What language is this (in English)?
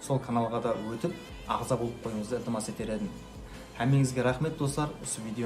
Kara-Kalpak